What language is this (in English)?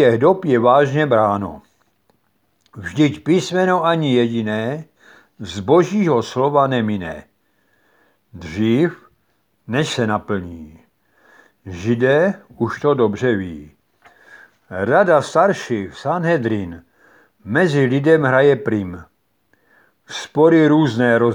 Czech